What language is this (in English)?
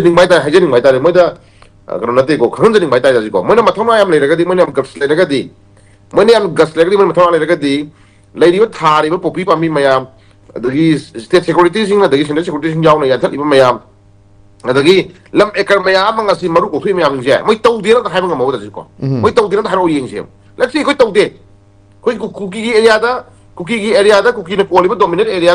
Manipuri